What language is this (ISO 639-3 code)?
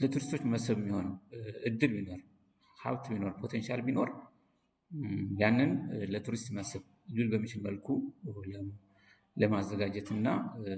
amh